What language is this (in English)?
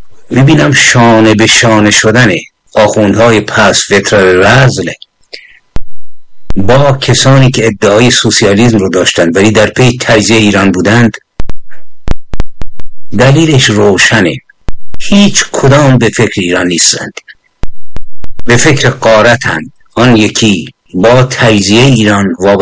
Persian